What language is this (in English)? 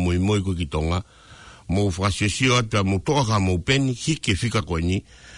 Tongan